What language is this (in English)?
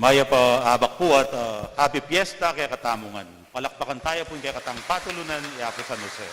Pampanga